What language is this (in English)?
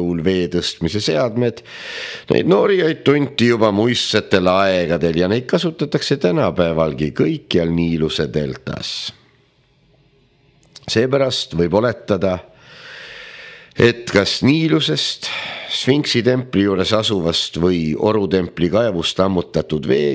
Estonian